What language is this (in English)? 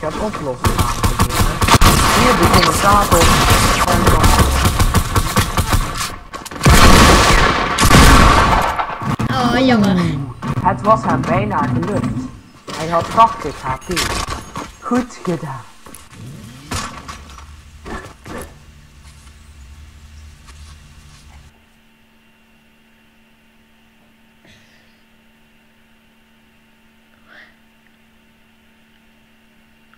Dutch